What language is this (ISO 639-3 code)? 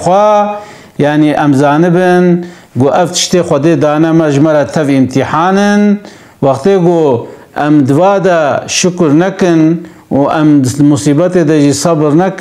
kur